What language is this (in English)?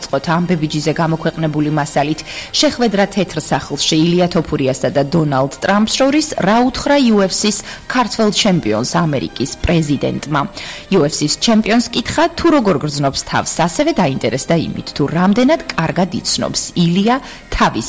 Georgian